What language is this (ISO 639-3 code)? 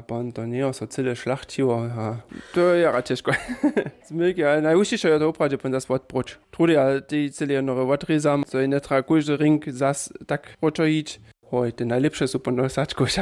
hsb